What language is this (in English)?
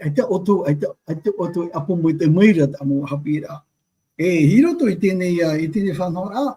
Tahitian